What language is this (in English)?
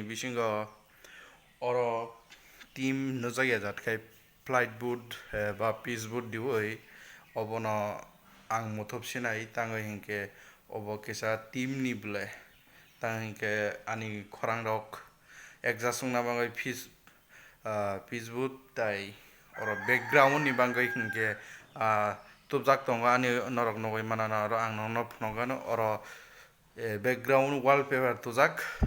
Kok Borok